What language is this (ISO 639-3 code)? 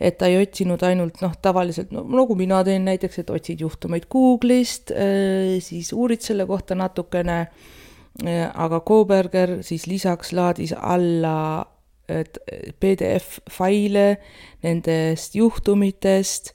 est